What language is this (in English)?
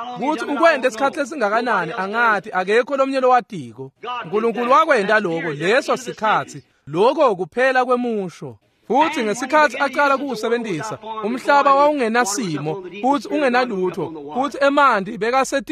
Swati